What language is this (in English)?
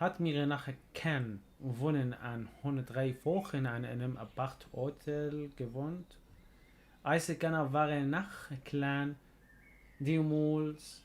North Levantine Arabic